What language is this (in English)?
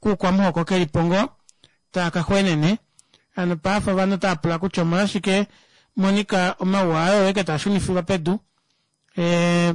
Kuanyama